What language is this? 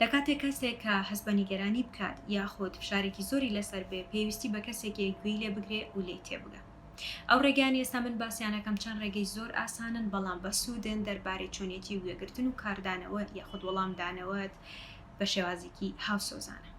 Central Kurdish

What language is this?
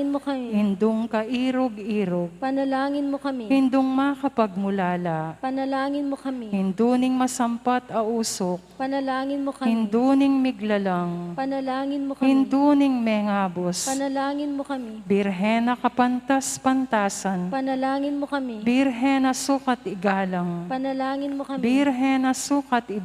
Pampanga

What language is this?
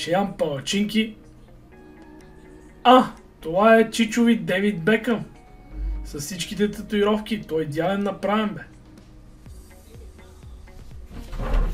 Bulgarian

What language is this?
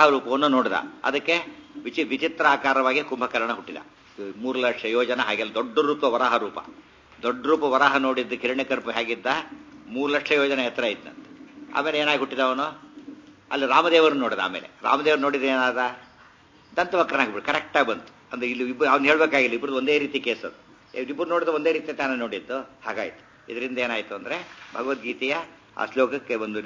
Kannada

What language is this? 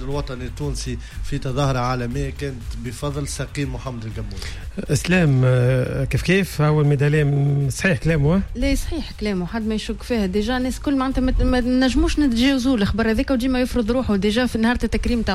Tunisian Arabic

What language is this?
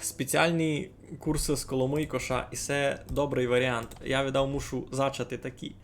Rusyn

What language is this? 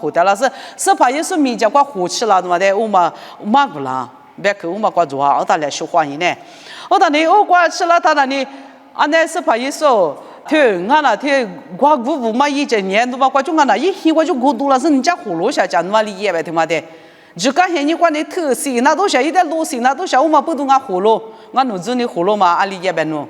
Lisu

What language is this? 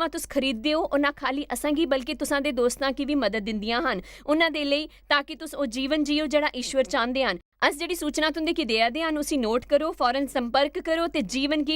Dogri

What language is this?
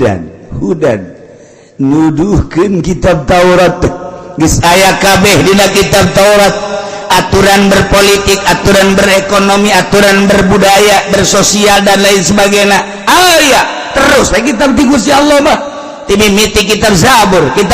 Sundanese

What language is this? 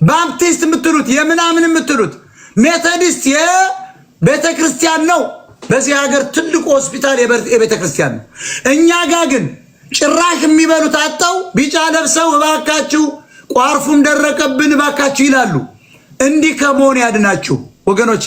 Amharic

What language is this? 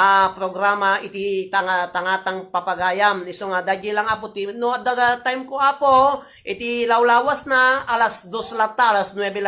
Iloko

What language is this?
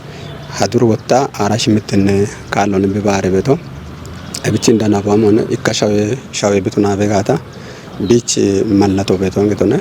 Kafa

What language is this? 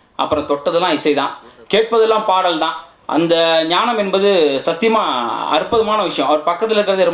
Tamil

